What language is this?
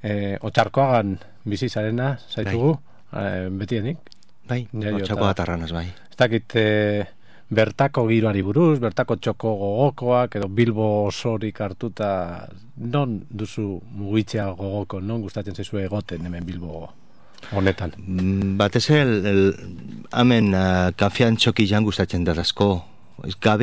Basque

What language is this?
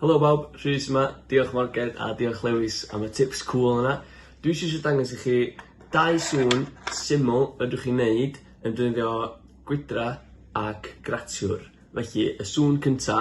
Welsh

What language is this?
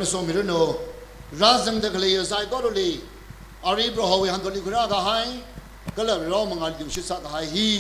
Tangkhul Naga (India)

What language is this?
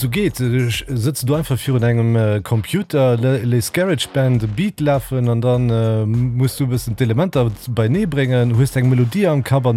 Luxembourgish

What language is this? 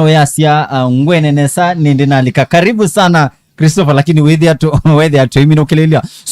Kamba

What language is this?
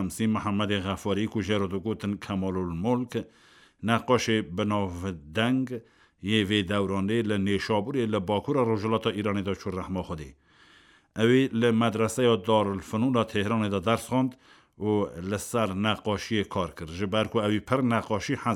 Kurdish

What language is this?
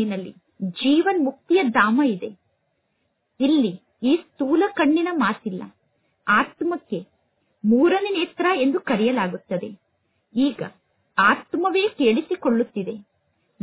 Kannada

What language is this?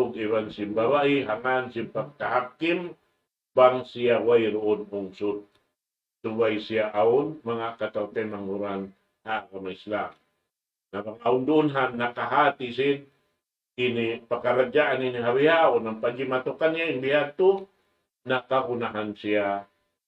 Tausug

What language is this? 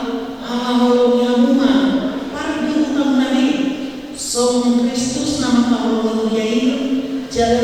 Batak Toba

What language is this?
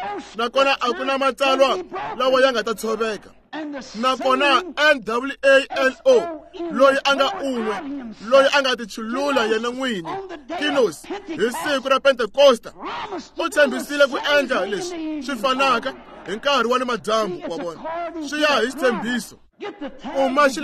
Tsonga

